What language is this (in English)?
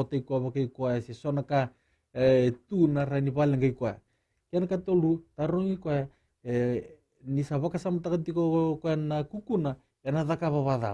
Fijian